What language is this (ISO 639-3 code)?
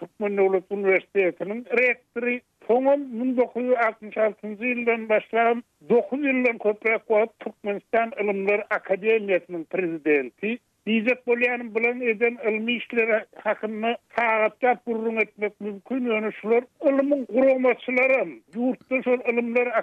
tuk